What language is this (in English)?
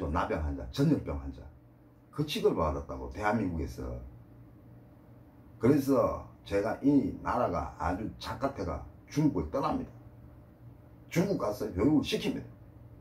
Korean